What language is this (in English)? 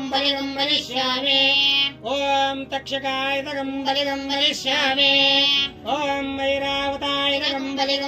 Kannada